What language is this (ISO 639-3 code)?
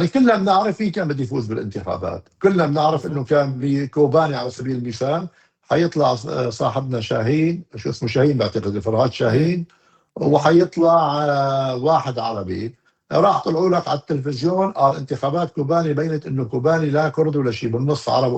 apc